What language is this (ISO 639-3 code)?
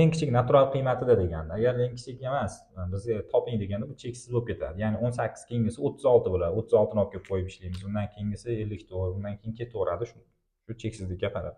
uzb